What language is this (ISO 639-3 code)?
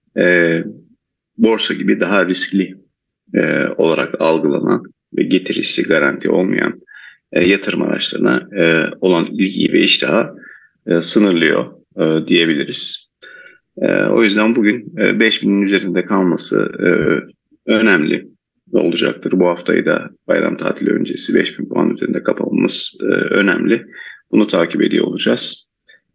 tur